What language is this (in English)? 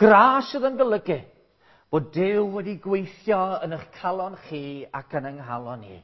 Welsh